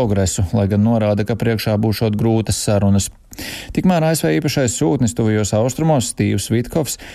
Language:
Latvian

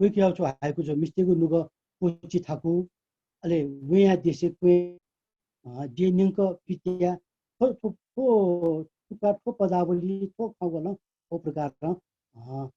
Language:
Newari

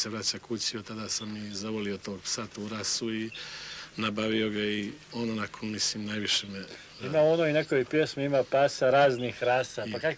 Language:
Croatian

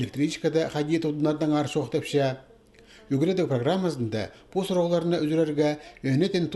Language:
Khakas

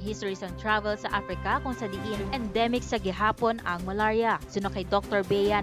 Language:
Hiligaynon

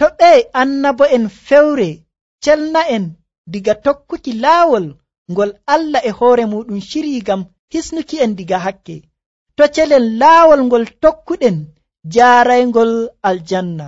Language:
Nigerian Fulfulde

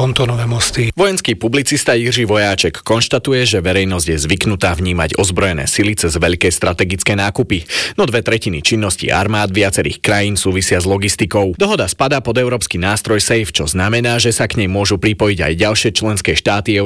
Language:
Slovak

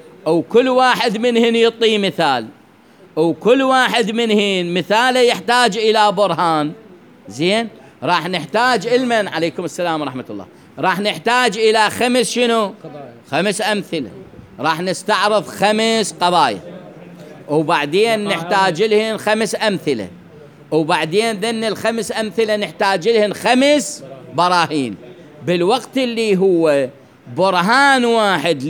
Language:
Mesopotamian Arabic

